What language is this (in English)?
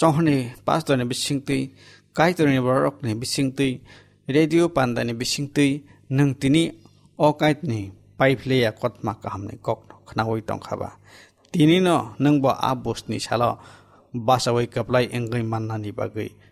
Kok Borok